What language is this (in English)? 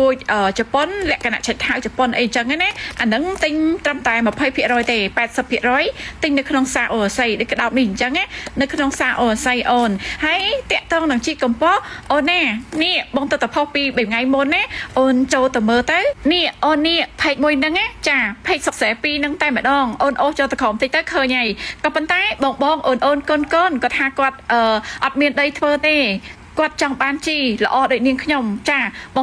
Khmer